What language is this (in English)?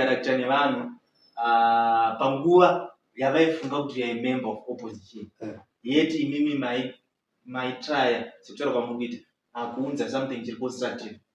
Shona